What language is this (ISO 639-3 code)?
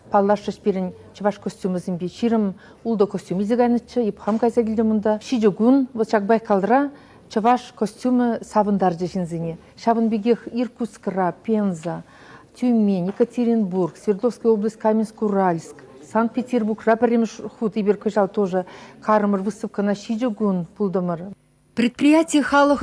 chv